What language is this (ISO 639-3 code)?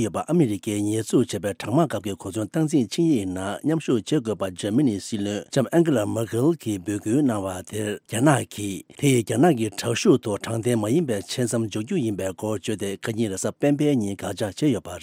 bod